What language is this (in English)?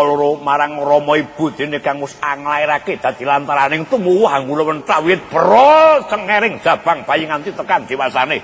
Javanese